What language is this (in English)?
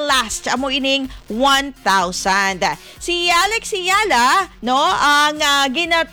Hiligaynon